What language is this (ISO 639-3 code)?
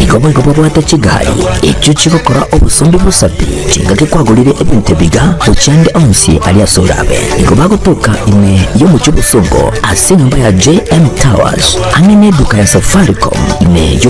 guz